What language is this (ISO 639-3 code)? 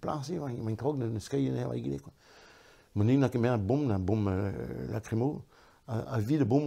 bre